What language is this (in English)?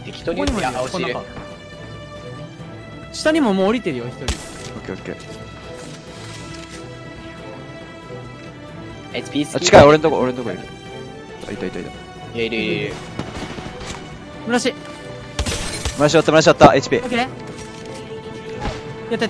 Japanese